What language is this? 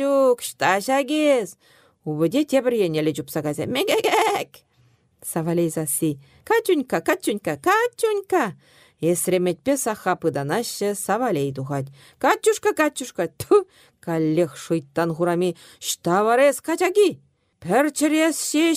Chuvash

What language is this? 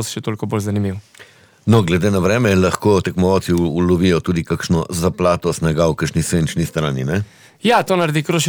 Slovenian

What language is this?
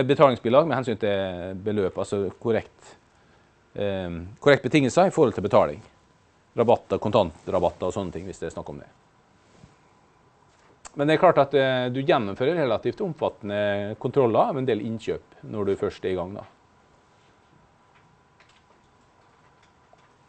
Norwegian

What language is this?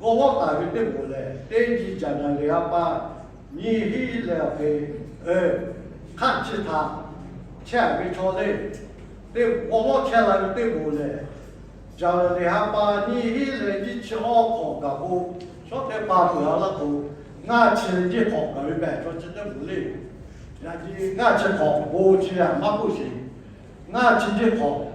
Lahu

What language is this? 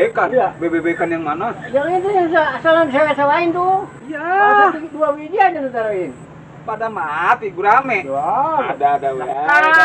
Betawi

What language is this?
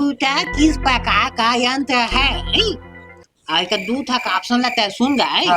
Chhattisgarhi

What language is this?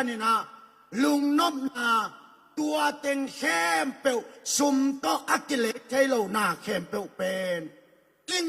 Tedim Chin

